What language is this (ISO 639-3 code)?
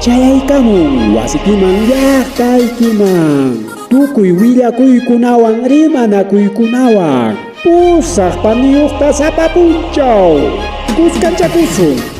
quy